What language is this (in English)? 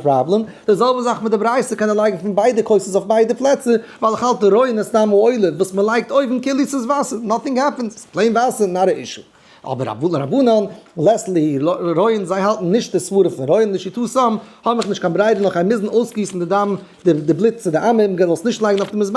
Yiddish